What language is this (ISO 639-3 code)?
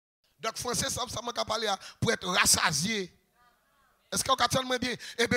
fra